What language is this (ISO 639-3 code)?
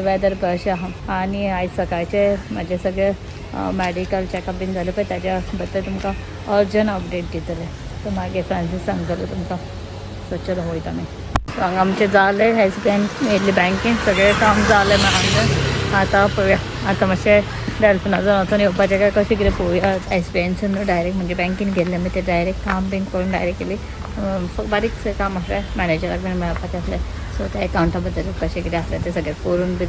kok